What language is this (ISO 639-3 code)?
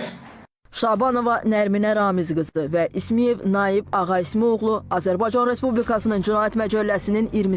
aze